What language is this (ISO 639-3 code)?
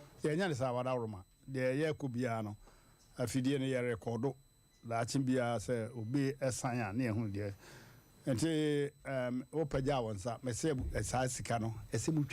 aka